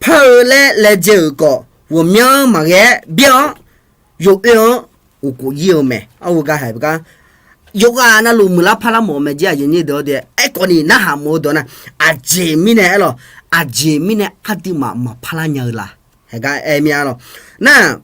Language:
Akha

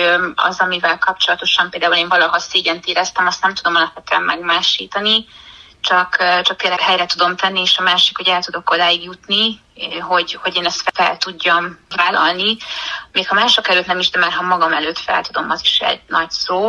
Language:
Hungarian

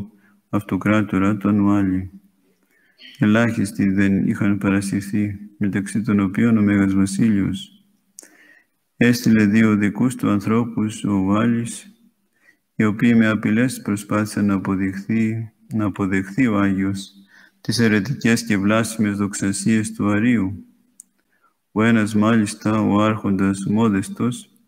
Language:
Greek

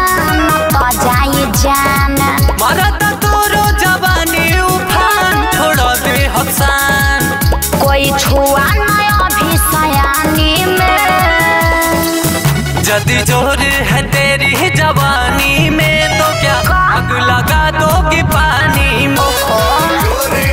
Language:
Bhojpuri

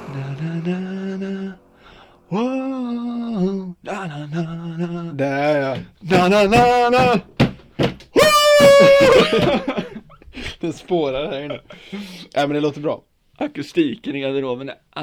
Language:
Swedish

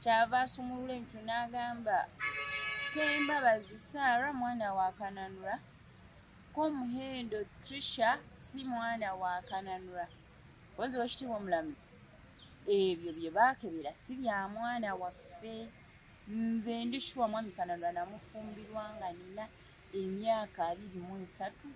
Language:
Ganda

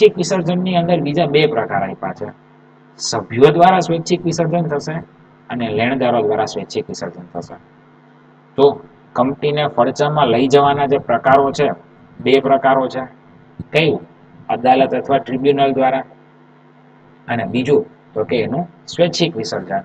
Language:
Gujarati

